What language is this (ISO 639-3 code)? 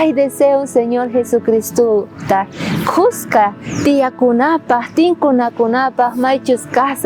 quh